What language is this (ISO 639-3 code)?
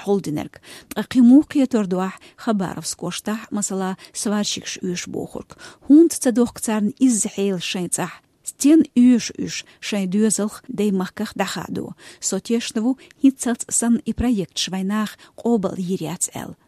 che